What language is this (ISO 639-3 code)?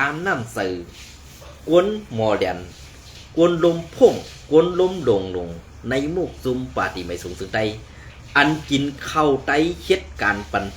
shn